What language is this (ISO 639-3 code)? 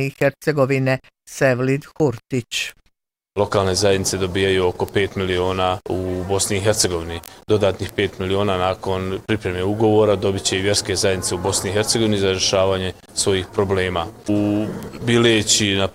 bos